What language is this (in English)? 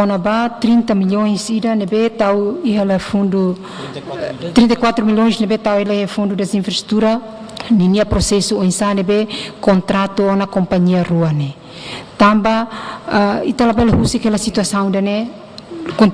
Tetum